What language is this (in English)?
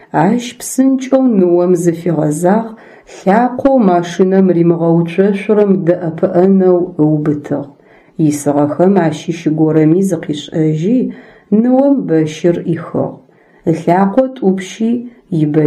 Adyghe